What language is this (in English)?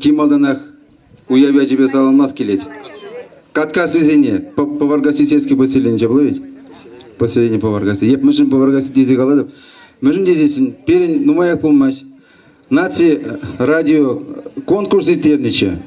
Chuvash